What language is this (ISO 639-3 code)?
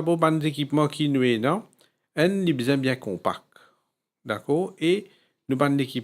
mfe